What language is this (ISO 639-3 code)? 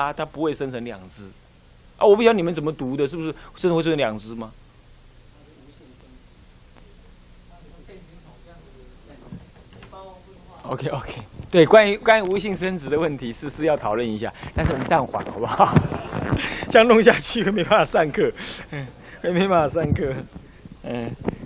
zho